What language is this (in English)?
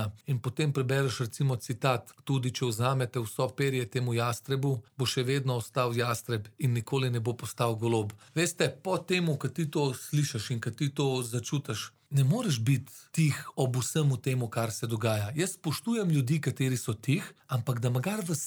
Slovenian